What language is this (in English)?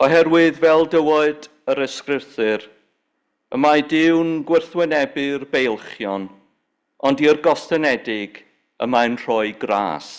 Welsh